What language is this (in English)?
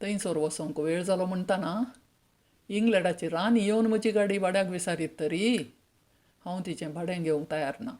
Konkani